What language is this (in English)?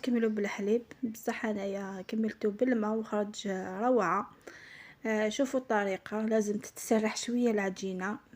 Algerian Arabic